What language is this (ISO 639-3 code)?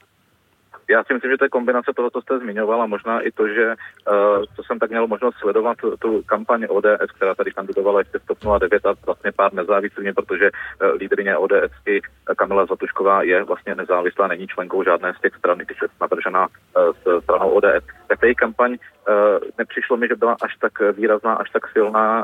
ces